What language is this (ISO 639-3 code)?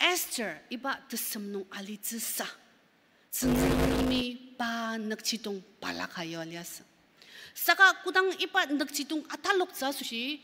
njo